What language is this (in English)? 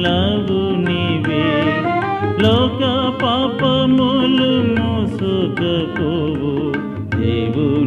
Telugu